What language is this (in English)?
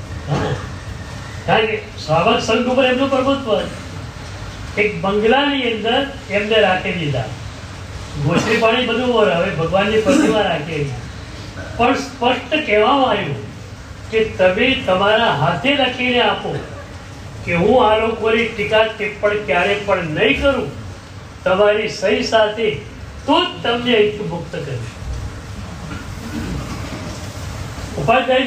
Gujarati